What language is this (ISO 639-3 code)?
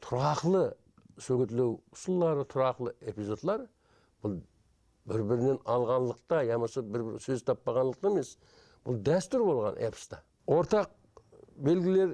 kaa